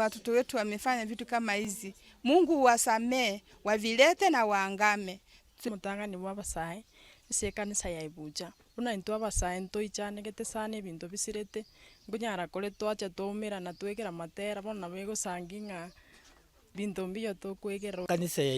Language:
Gusii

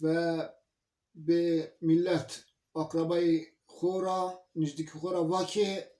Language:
Zaza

